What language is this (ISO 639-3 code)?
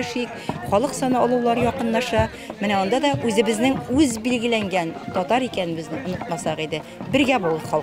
tat